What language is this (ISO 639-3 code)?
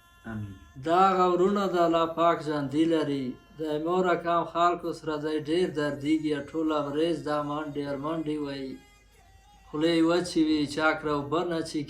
pus